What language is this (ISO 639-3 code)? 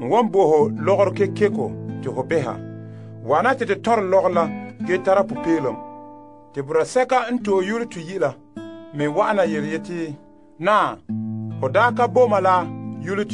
gur